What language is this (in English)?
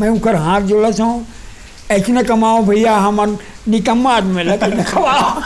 Chhattisgarhi